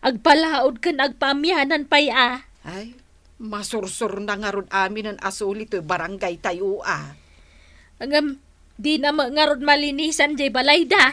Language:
Iloko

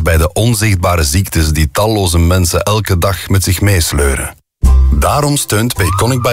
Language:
Dutch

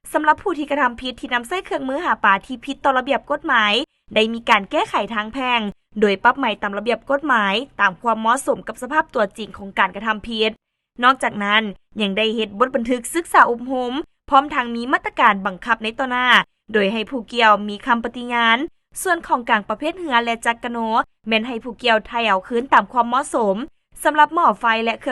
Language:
Lao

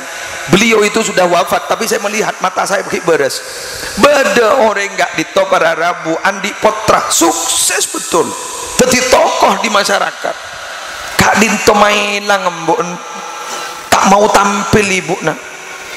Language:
Madurese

